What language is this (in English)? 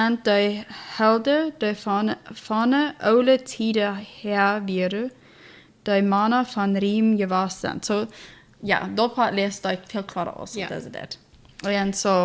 Plautdietsch